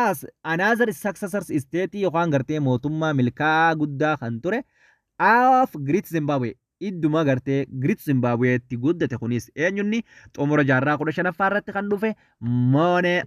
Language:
Oromo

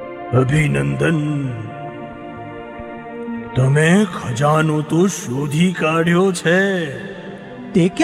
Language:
Gujarati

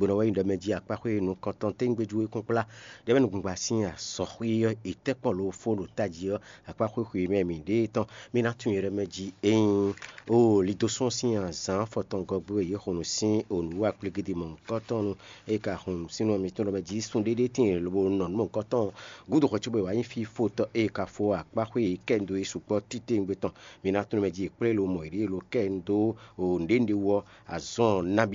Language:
Fon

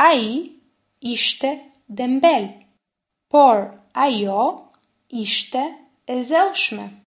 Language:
Albanian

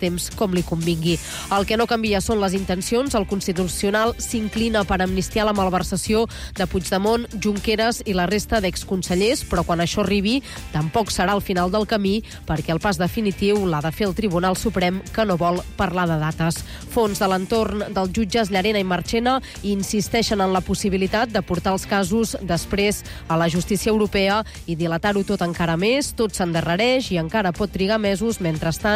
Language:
Catalan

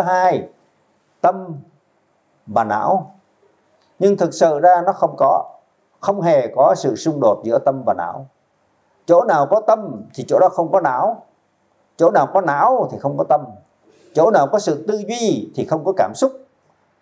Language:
Vietnamese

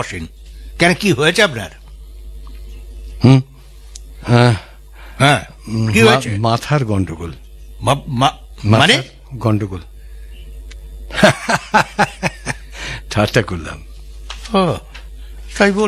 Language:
Bangla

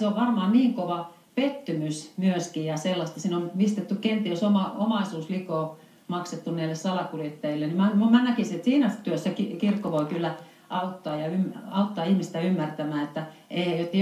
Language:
Finnish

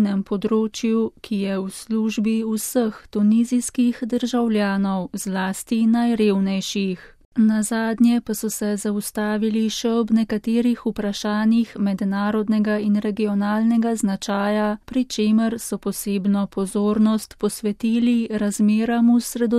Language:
Slovenian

